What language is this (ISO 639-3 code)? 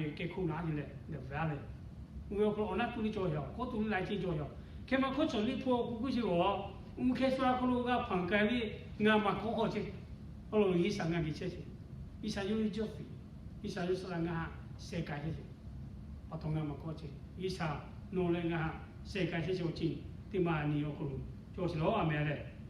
lhu